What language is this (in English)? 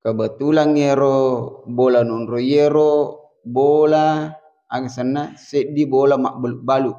Buginese